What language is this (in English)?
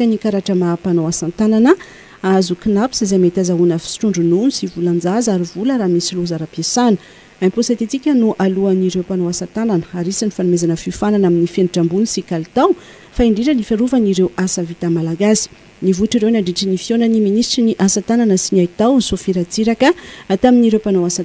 Malagasy